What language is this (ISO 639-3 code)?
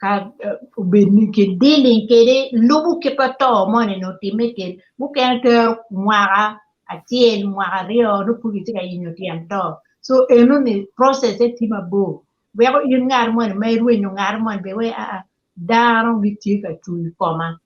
ach